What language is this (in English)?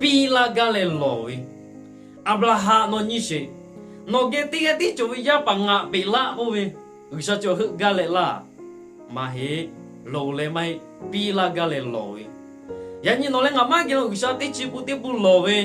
Lahu